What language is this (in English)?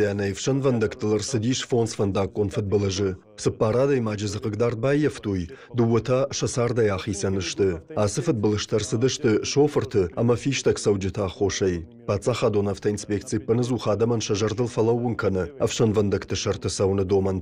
Ossetic